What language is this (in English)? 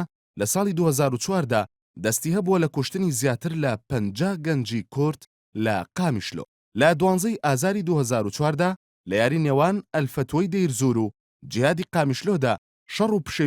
Central Kurdish